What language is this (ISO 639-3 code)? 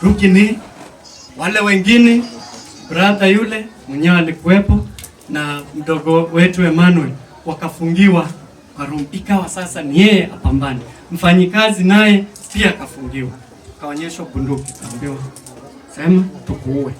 swa